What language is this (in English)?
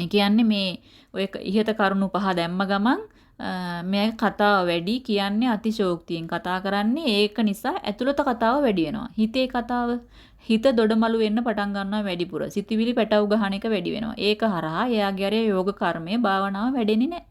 Sinhala